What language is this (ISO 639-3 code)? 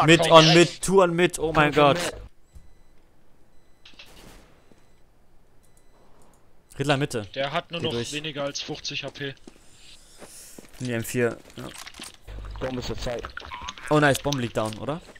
deu